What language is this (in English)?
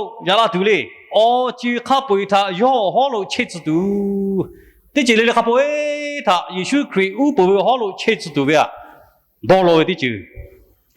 Lahu